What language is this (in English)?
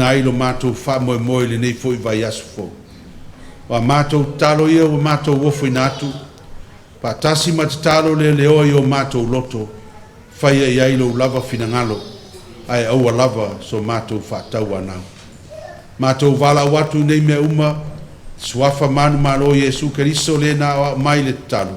Samoan